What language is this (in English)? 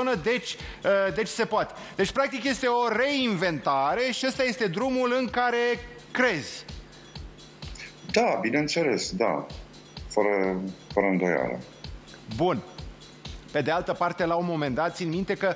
Romanian